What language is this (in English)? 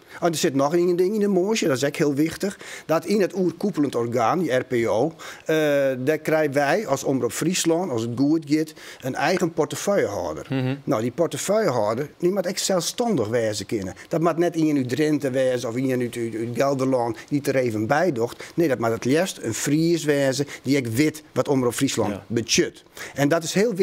Western Frisian